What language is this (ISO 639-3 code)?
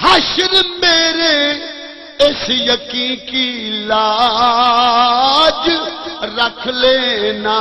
skr